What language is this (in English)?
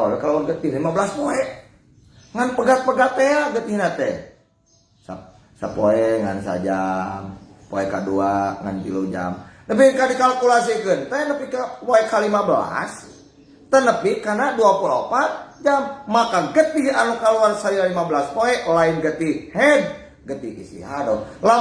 Sundanese